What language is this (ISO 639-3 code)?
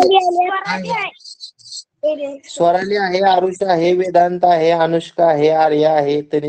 mar